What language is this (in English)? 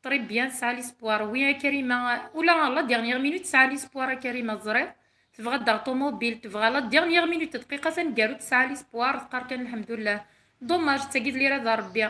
Kabyle